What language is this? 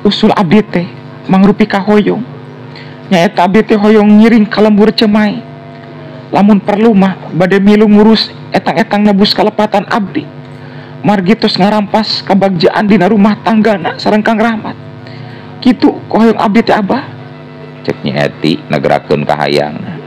Sundanese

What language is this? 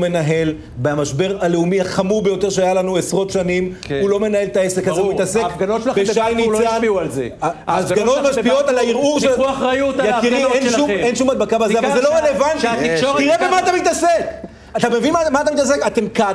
Hebrew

